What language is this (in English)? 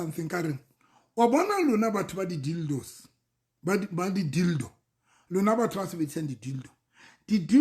Southern Sotho